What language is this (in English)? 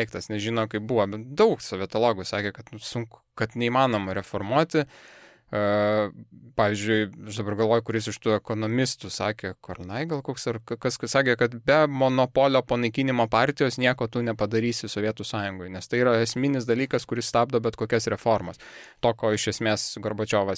Lithuanian